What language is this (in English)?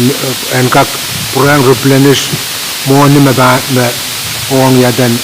Pohnpeian